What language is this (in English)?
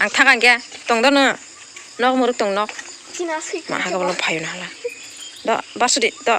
Kok Borok